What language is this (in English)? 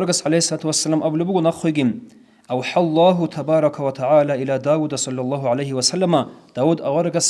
Avaric